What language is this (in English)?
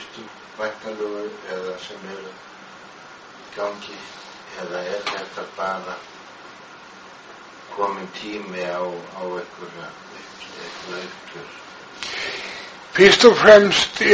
Icelandic